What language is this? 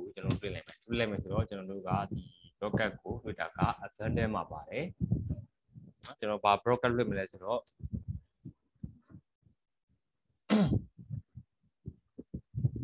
Burmese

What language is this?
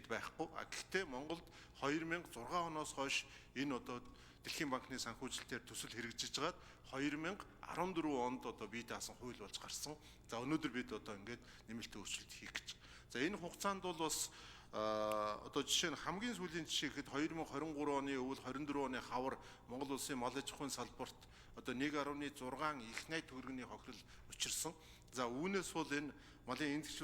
Mongolian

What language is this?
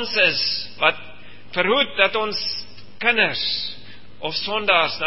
Afrikaans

